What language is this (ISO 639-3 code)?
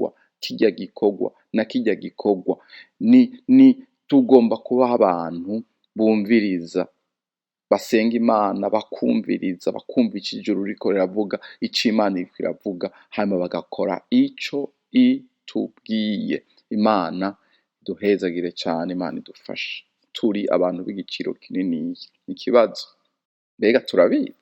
run